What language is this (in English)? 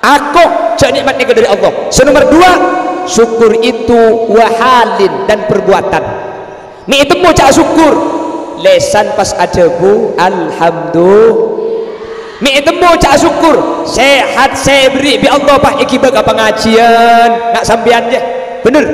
Madurese